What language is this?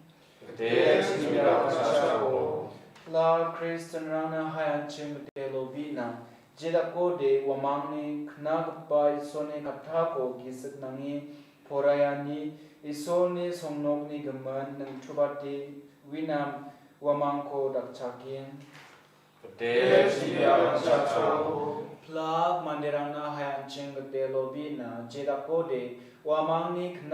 Garo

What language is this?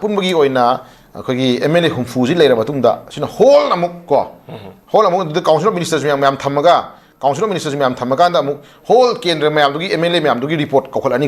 Manipuri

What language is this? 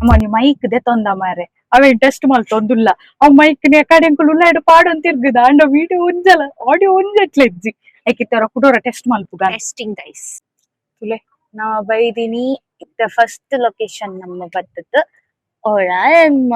Tulu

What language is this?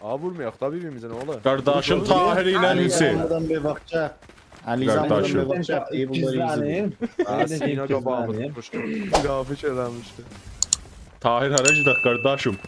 South Azerbaijani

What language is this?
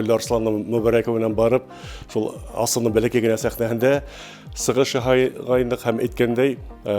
Bashkir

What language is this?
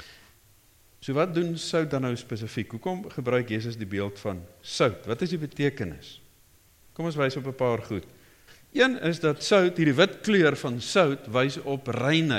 Afrikaans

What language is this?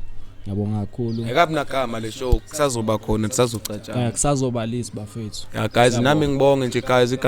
Zulu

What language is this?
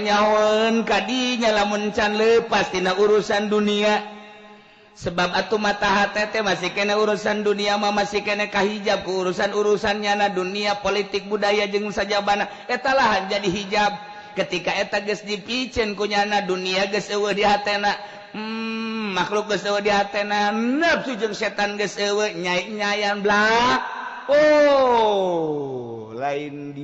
Sundanese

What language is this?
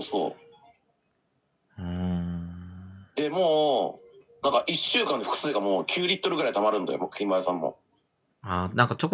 Japanese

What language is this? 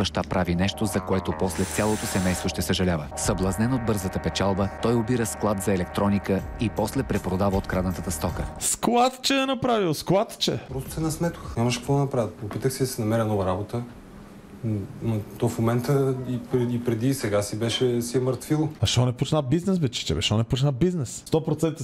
Bulgarian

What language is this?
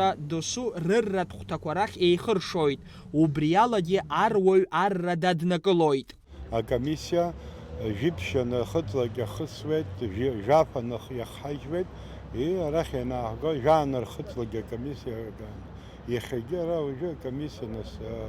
Abkhazian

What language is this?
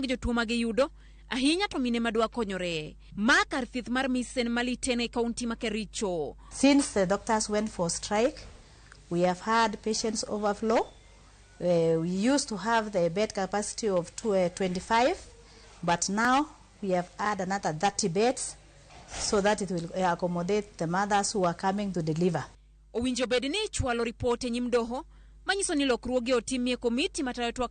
Luo (Kenya and Tanzania)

